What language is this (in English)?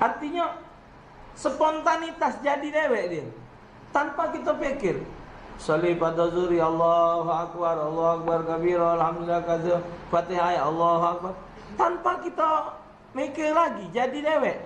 Musi